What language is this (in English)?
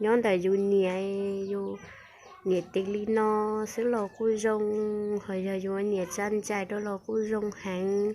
Hmong